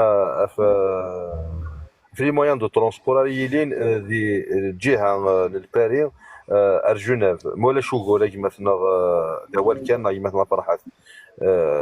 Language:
Kabyle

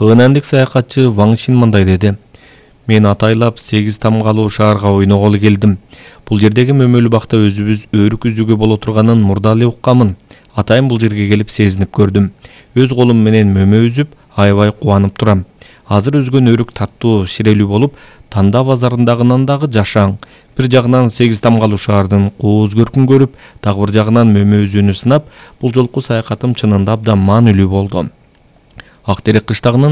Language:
Kyrgyz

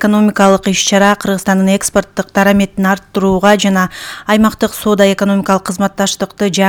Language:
Kyrgyz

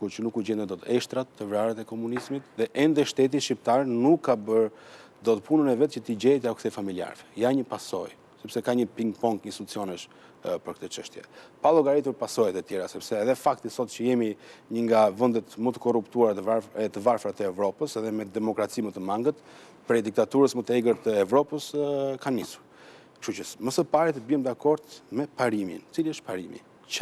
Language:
Albanian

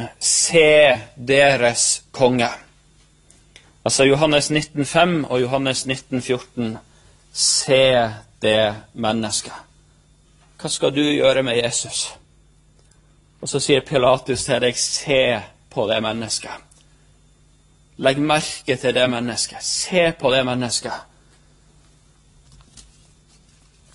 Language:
Norwegian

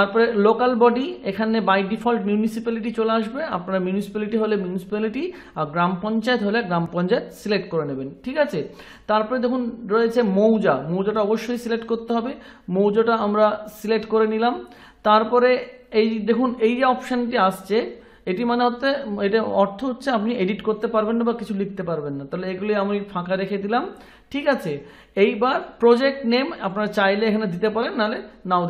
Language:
Bangla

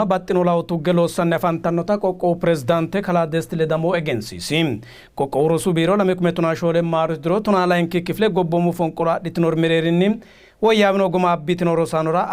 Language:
Sidamo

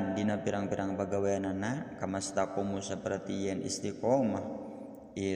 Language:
Sundanese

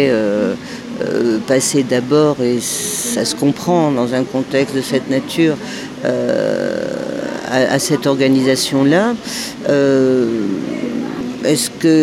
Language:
French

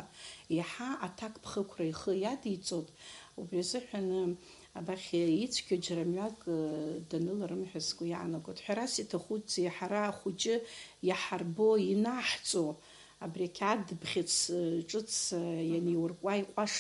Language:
Abkhazian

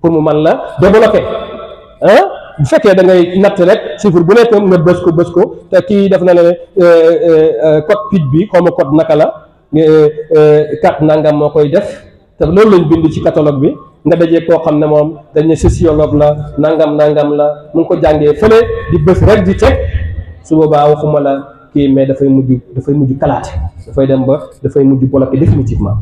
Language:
Wolof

